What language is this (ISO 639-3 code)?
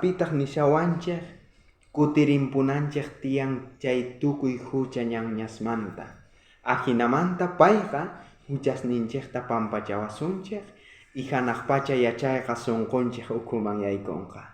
quh